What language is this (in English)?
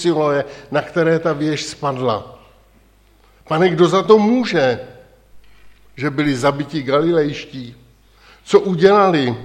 Czech